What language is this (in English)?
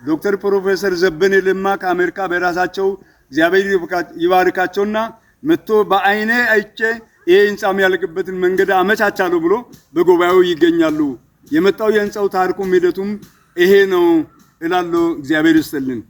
Amharic